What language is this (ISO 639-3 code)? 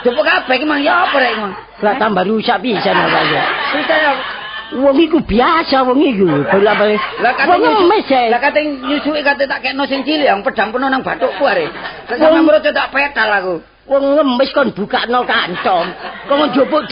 jav